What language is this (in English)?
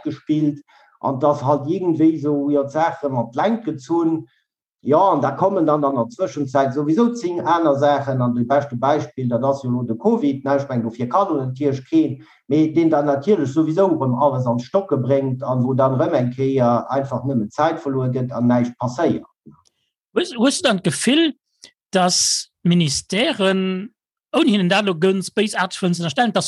Luxembourgish